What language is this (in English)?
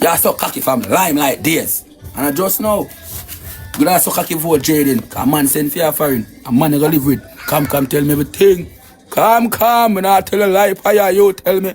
Jamaican Creole English